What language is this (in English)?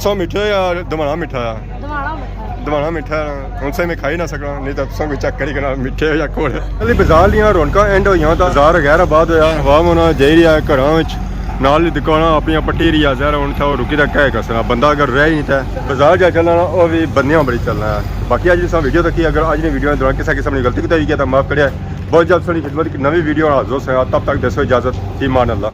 Pahari-Potwari